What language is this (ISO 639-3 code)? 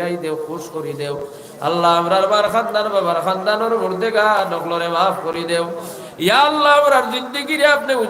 syl